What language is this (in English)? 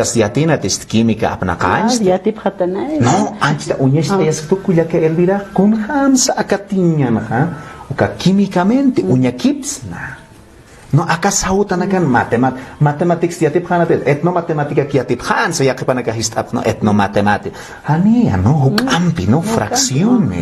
Aymara